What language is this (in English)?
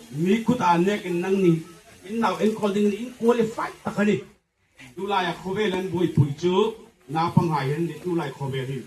Hmar